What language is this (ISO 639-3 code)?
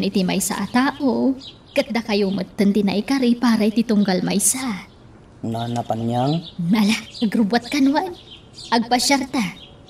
ilo